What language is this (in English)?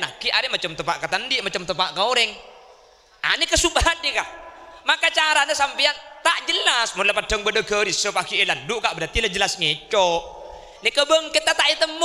Madurese